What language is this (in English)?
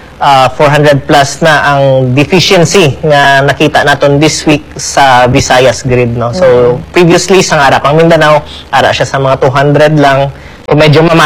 Hiligaynon